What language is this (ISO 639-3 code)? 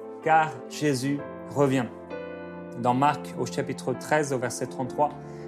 fra